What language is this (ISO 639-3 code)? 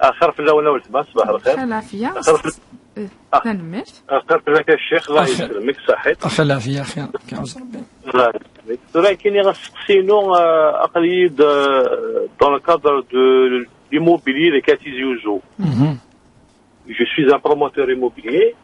kab